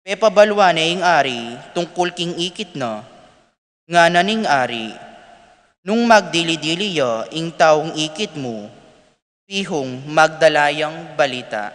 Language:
Pampanga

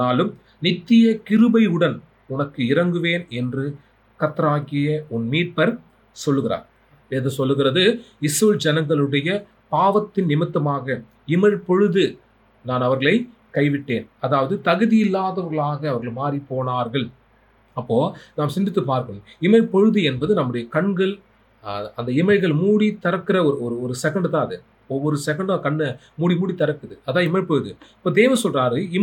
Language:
Tamil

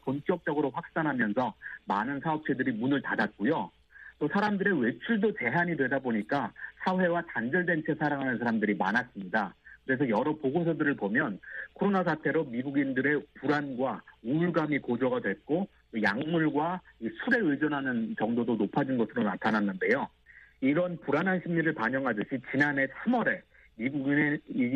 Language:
Korean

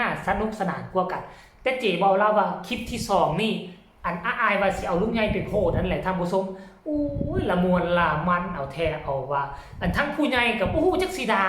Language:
Northeastern Thai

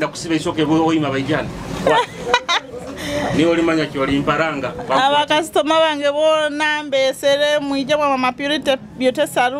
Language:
Nyoro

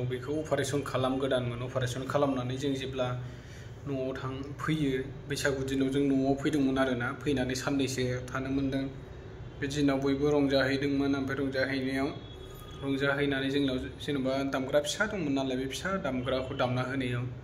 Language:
Bodo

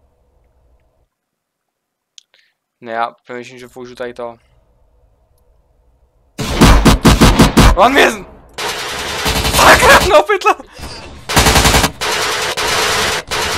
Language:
Czech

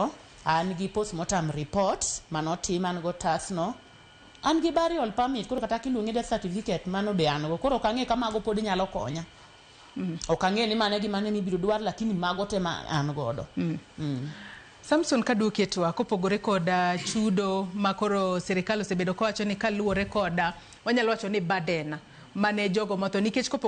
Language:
Luo (Kenya and Tanzania)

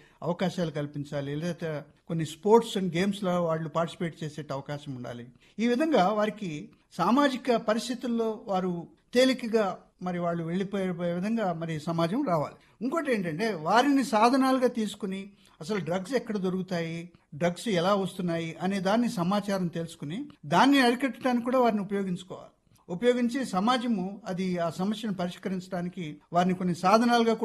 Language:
Telugu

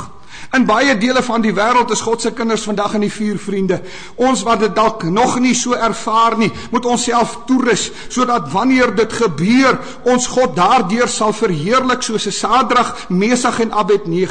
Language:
Afrikaans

